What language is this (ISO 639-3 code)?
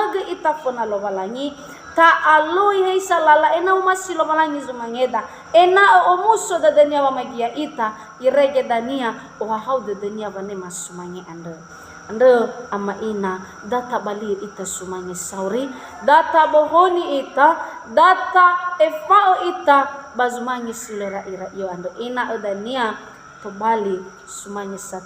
nia